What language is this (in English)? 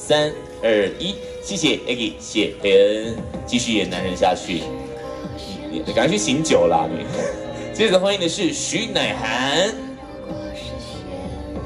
Chinese